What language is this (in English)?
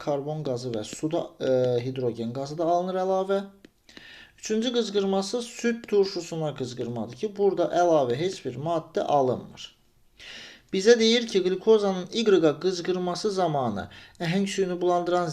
Azerbaijani